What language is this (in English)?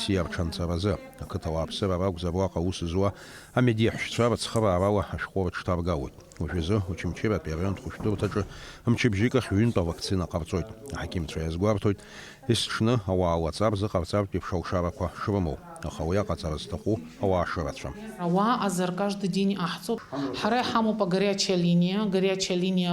Abkhazian